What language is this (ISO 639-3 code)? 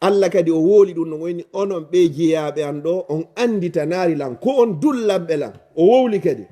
ful